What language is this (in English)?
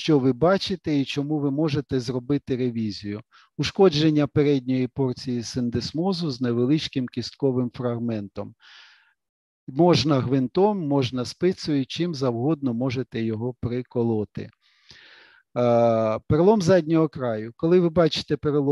Ukrainian